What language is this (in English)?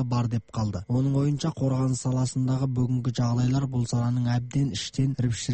Kazakh